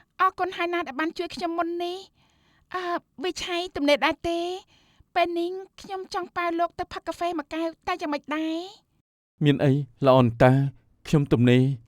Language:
Khmer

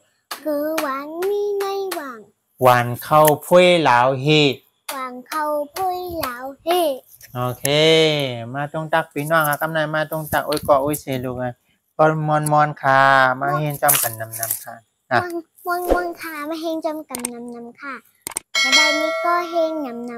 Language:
Shan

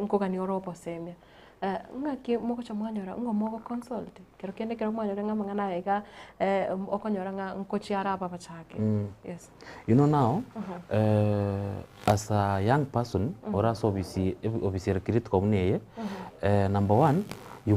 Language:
Gusii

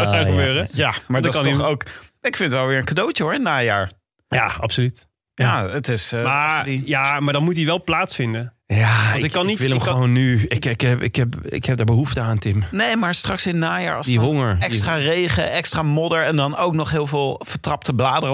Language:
Dutch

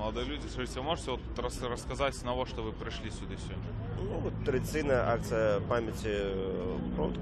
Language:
Belarusian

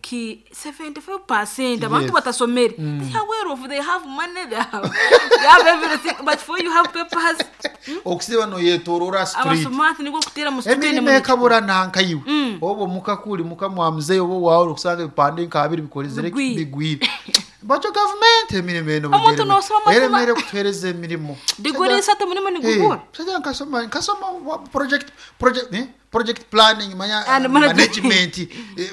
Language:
Nyoro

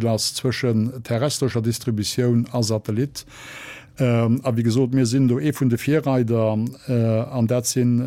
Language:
Luxembourgish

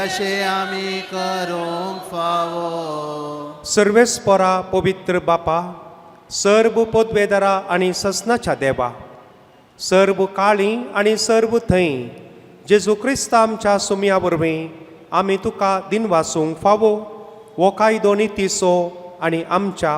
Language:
Konkani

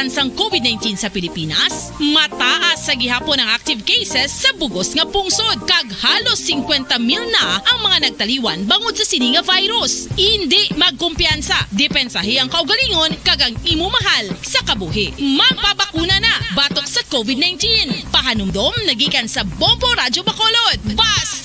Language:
Hiligaynon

